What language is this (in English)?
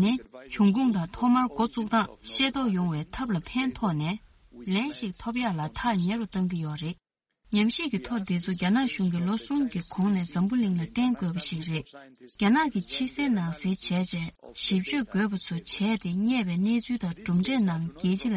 Tibetan